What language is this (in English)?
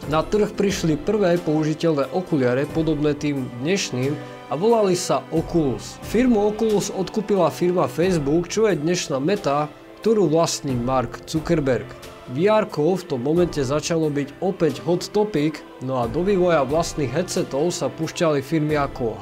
Slovak